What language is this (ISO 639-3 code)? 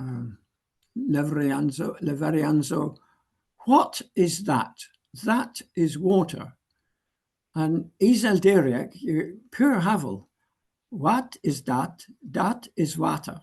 cor